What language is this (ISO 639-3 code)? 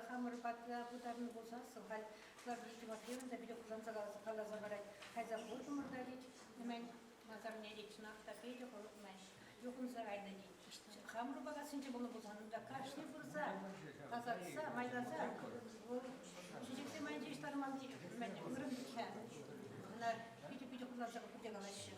chv